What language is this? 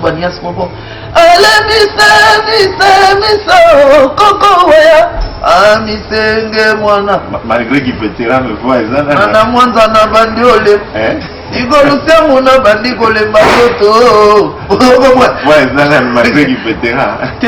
Lingala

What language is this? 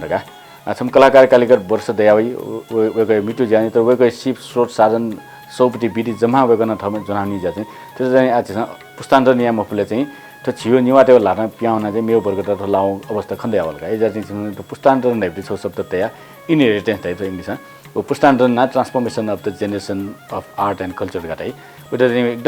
Newari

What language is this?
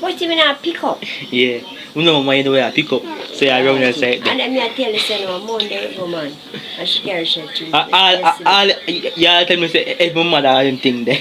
Jamaican Creole English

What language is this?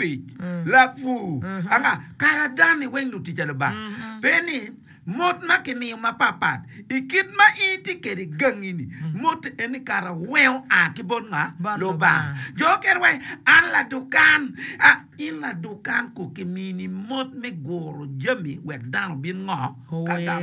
Acoli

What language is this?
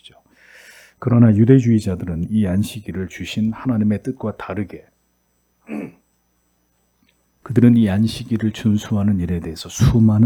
Korean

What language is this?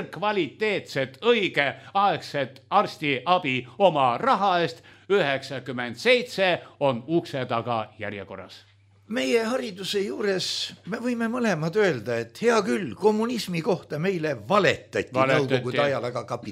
Estonian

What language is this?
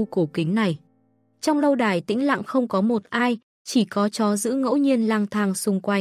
Vietnamese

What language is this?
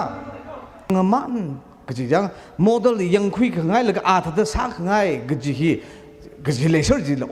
Tangkhul Naga (India)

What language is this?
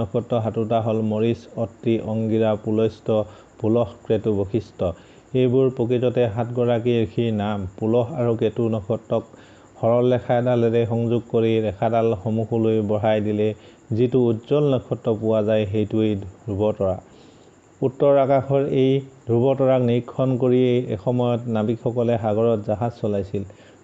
Assamese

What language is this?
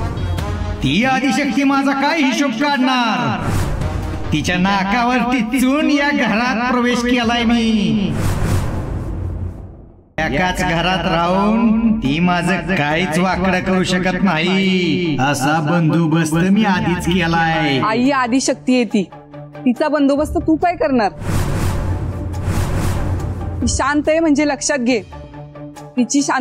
Marathi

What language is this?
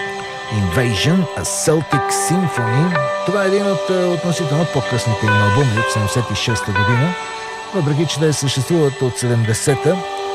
Bulgarian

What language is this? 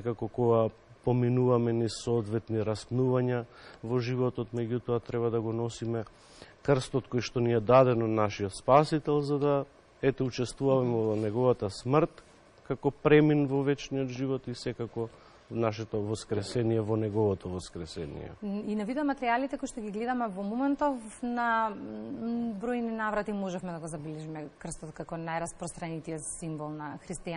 Macedonian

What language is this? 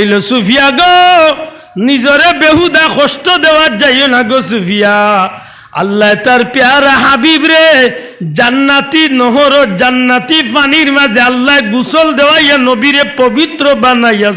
Sylheti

